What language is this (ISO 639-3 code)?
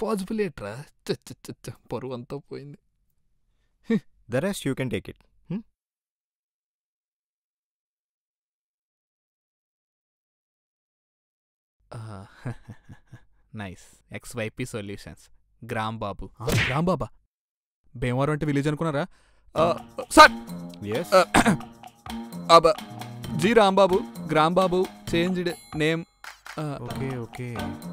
tel